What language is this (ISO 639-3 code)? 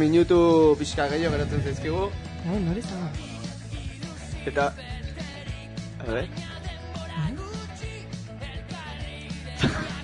eus